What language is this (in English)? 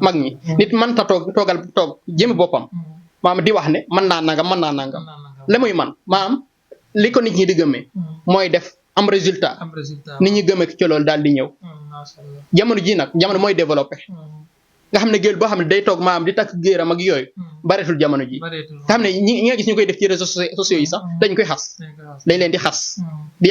Wolof